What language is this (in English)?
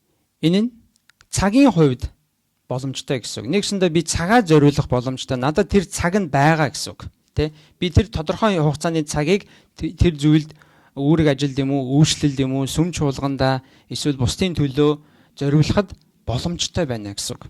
Mongolian